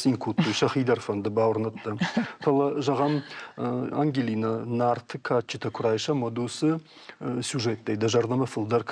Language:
Ossetic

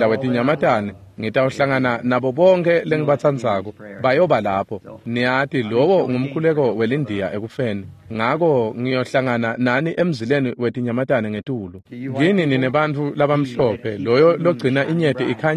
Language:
Swati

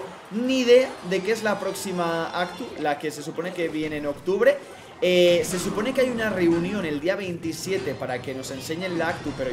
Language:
Spanish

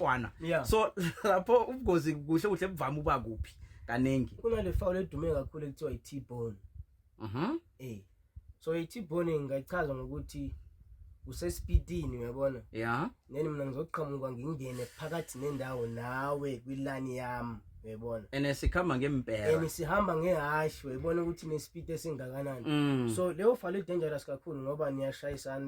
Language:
Zulu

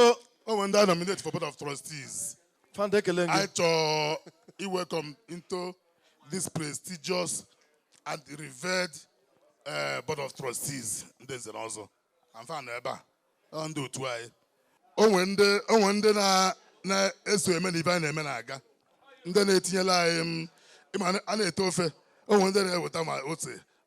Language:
Igbo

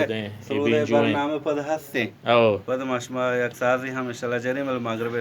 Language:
Baluchi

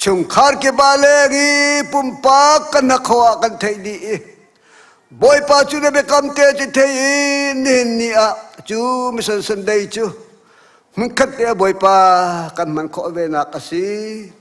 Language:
Hakha Chin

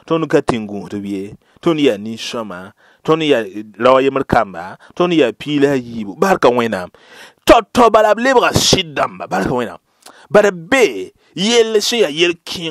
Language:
Mossi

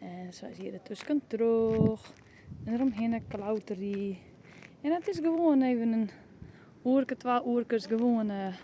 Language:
Western Frisian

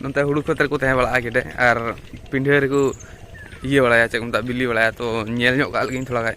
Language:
Santali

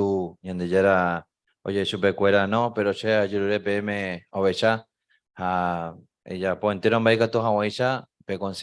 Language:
Guarani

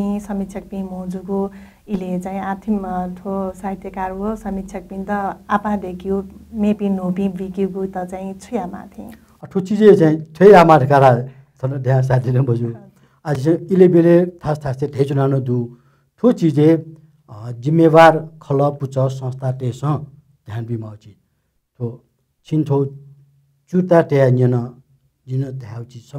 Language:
Newari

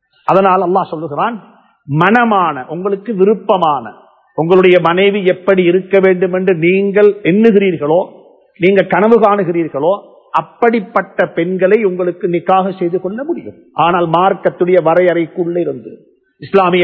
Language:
Tamil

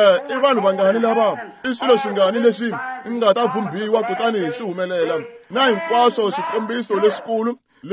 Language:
Tsonga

